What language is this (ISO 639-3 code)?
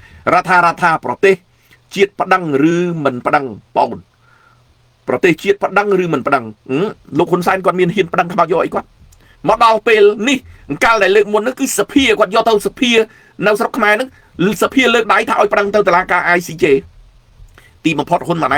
khm